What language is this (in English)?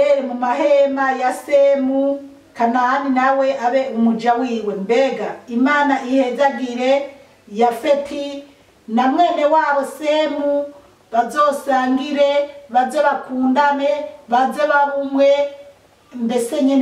Rundi